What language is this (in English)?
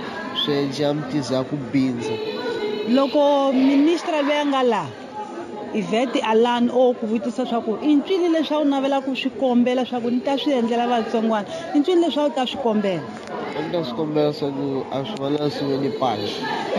Tsonga